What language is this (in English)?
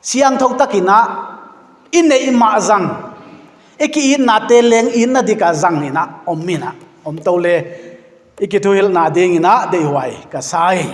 Paite Chin